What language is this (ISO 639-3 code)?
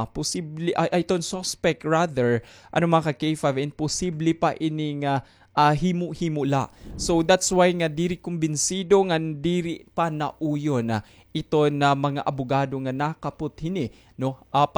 war